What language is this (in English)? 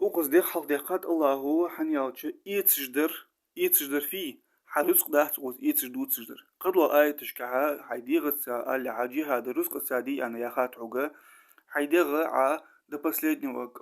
Ingush